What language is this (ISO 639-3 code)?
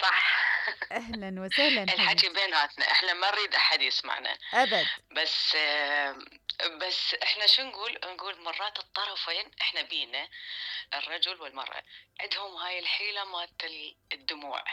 acm